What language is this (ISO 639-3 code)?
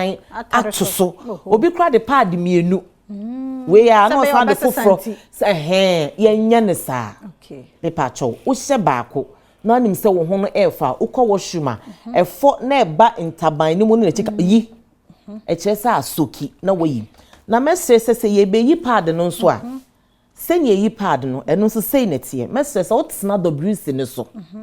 aka